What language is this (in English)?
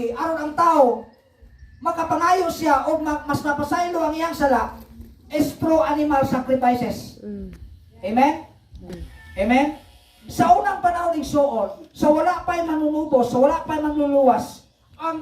Cebuano